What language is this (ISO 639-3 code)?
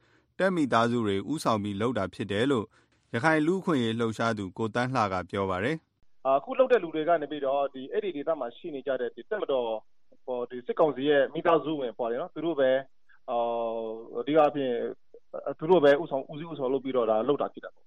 mya